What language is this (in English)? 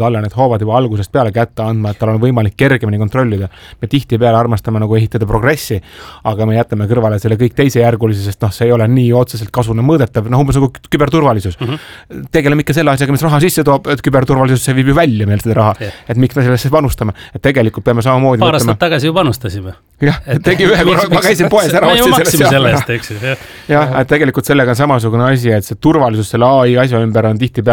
Estonian